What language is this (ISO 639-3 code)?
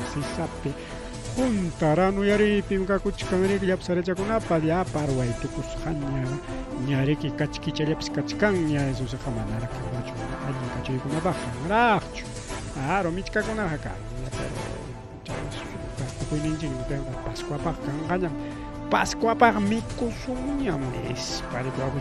quy